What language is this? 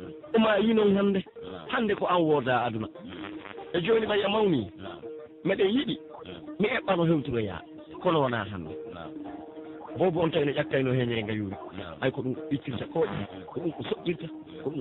Pular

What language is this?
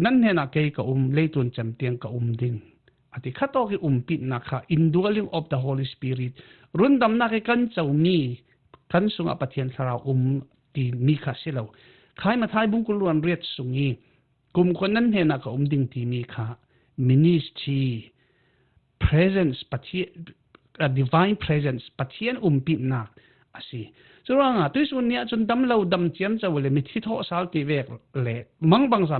Falam Chin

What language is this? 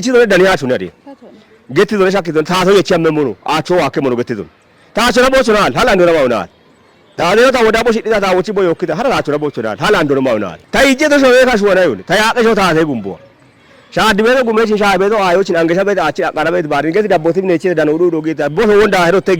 Kafa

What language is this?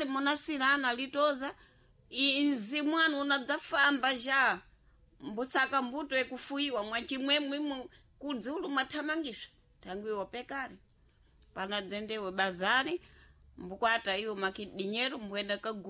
Sena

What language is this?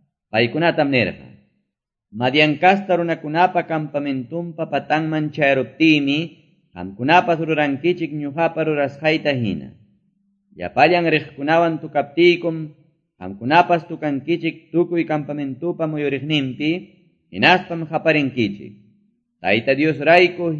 Quechua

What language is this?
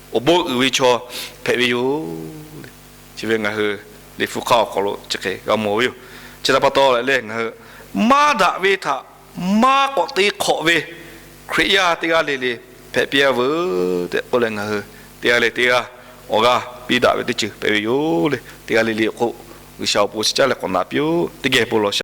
Lahu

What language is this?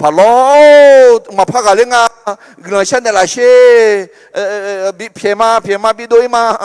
Akha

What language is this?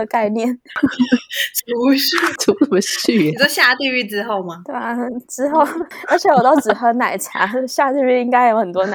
Chinese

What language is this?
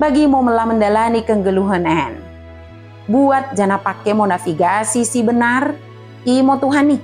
Batak Dairi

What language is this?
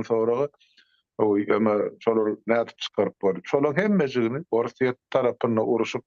Turkmen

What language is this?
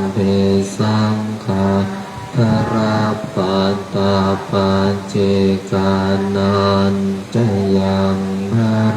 Pali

